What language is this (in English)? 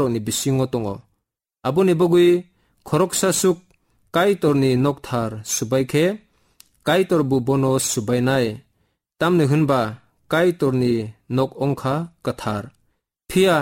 Kok Borok